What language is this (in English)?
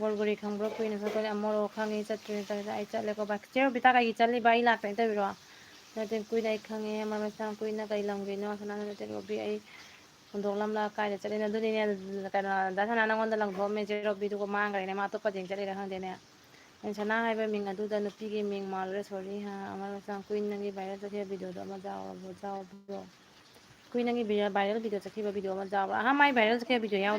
Manipuri